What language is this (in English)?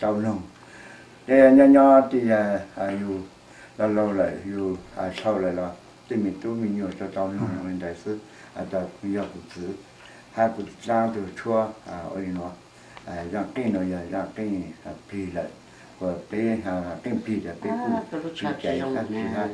Hmong